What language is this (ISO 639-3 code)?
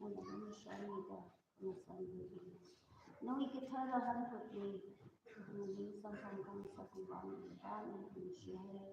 nmf